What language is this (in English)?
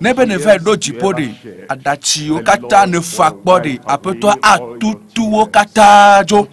Ewe